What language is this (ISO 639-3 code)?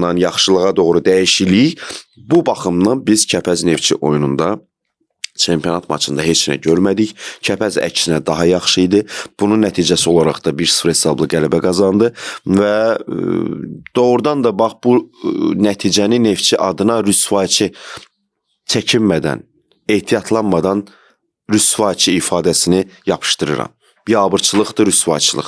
aze